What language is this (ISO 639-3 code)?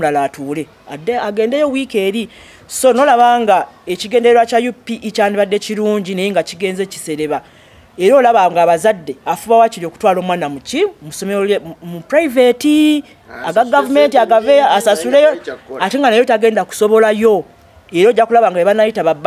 lug